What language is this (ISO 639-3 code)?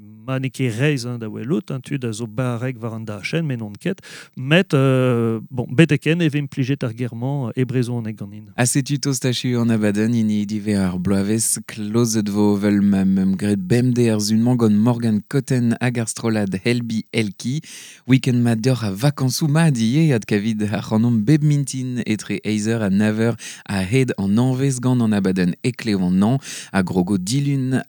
bre